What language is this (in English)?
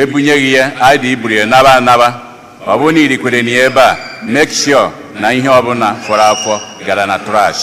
Igbo